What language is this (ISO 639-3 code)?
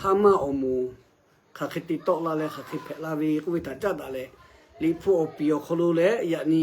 lhu